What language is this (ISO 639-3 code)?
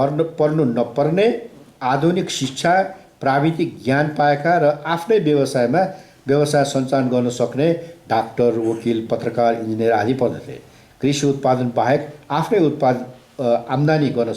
nep